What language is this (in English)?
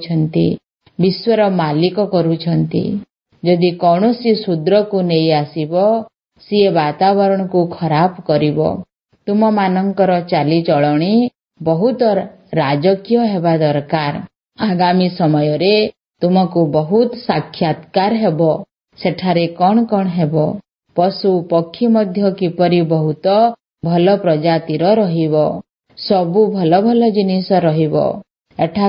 Odia